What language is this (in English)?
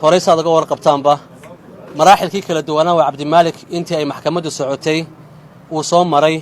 Somali